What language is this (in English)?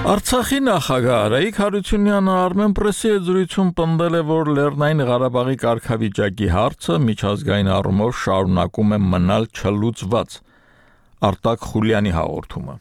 Armenian